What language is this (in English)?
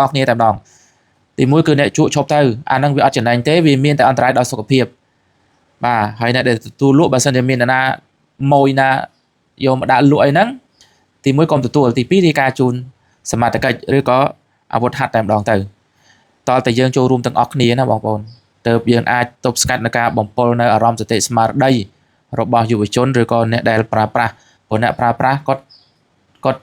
Khmer